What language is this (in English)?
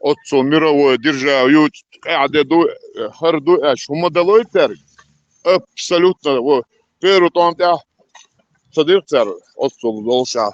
Chechen